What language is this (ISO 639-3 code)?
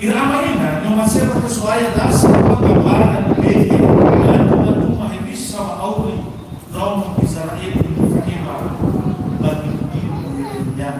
nia